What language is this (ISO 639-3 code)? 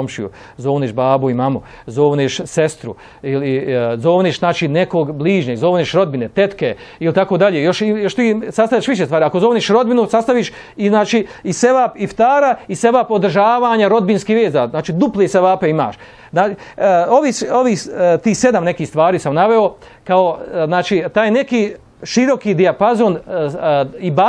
bos